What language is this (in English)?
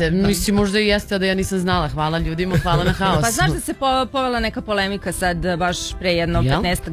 Serbian